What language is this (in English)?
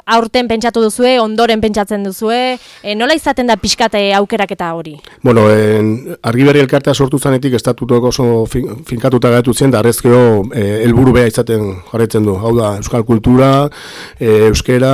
Basque